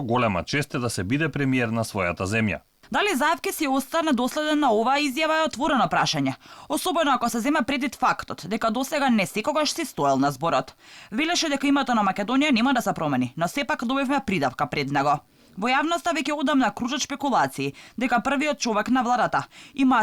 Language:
Macedonian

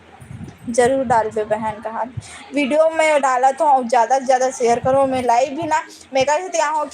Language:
Chhattisgarhi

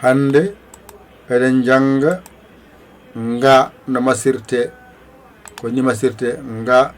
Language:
Fula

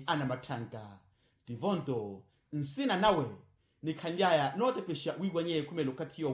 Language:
Makhuwa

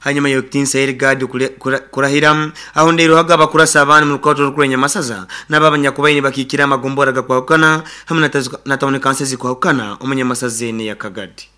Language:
Nyoro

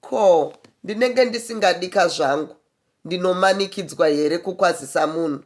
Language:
Shona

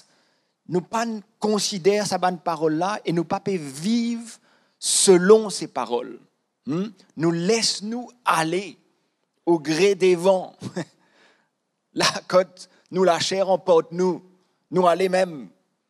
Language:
Morisyen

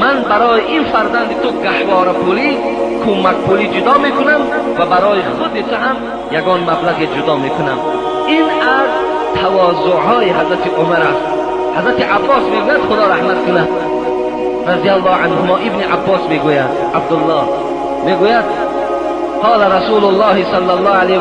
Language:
Tajik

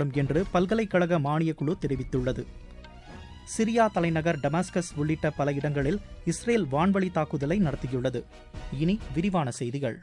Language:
Tamil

